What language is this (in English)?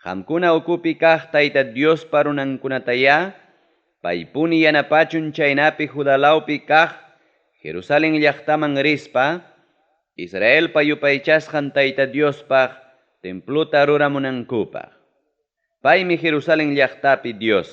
Ayacucho Quechua